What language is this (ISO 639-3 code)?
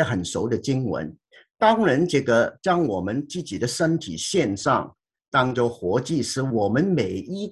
zho